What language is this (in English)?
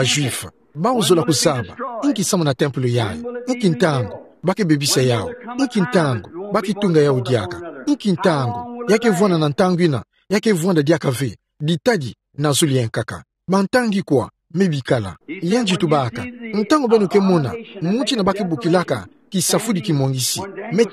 Kituba (Democratic Republic of Congo)